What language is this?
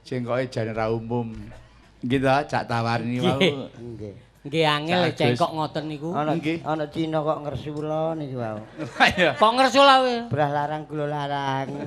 Javanese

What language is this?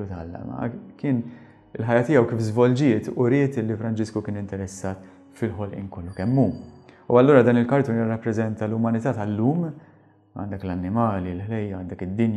Maltese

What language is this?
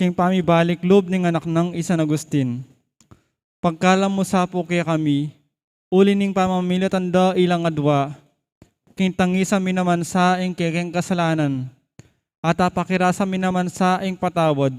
Pampanga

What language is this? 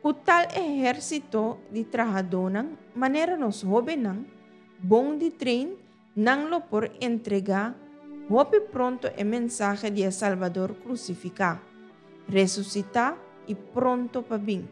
Papiamento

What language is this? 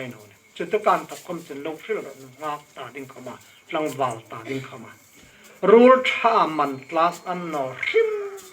Hmar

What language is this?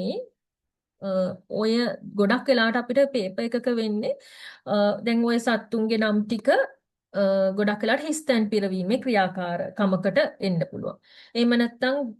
Sinhala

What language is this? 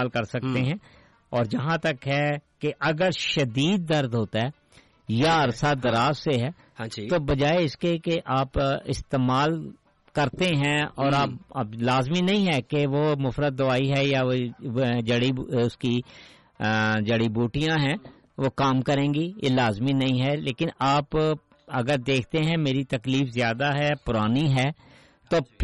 Urdu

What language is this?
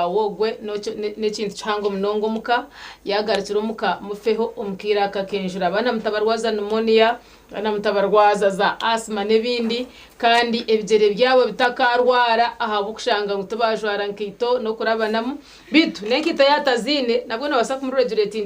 Nyankole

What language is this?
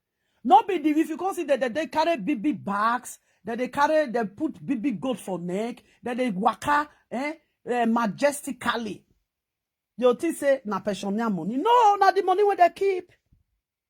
Nigerian Pidgin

